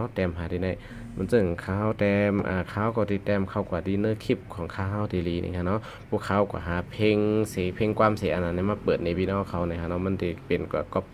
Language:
Shan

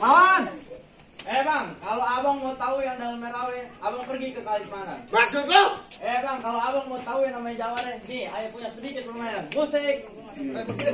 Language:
Betawi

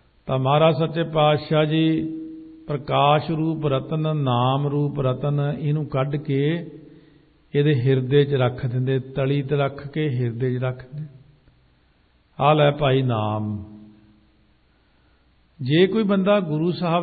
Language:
Punjabi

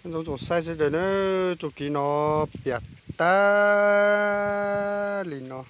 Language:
Hmong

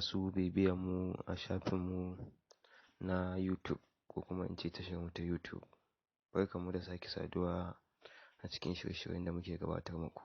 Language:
Hausa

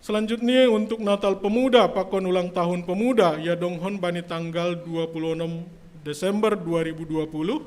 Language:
Batak Simalungun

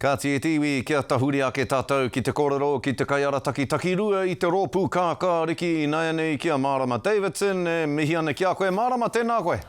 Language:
Māori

